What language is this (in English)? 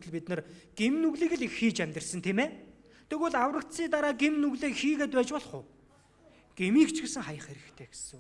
Mongolian